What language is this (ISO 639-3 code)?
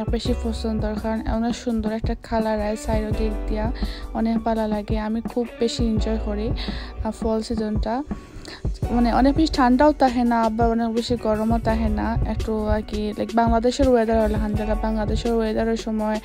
ben